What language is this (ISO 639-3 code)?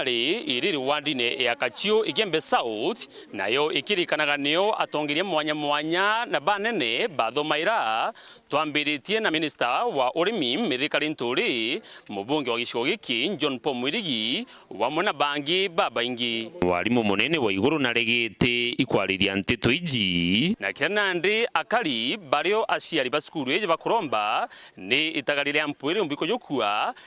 mer